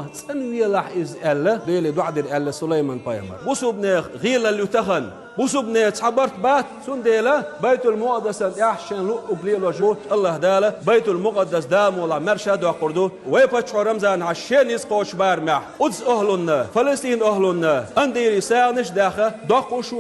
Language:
Chechen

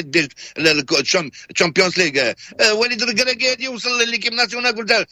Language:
Moroccan Arabic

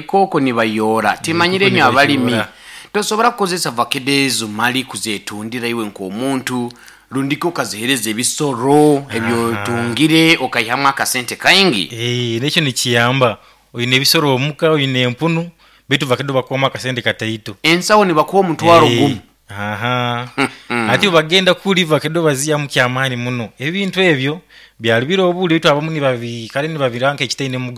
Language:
Nyoro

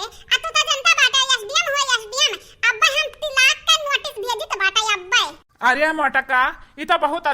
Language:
Awadhi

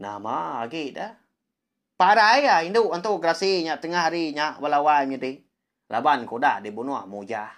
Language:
Iban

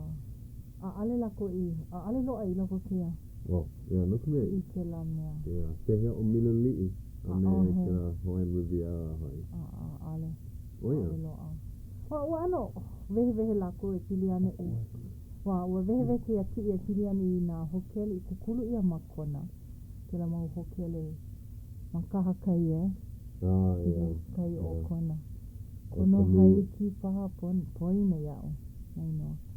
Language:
Hawaiian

